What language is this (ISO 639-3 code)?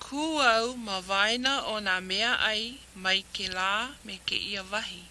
haw